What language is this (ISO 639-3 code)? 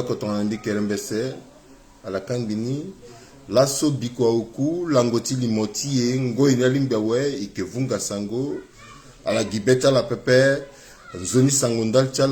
sag